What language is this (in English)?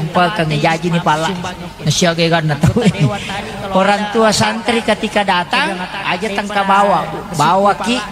Buginese